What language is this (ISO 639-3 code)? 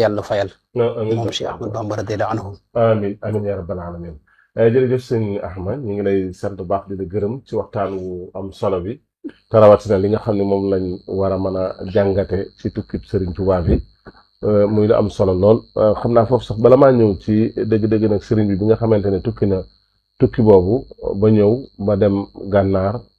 wol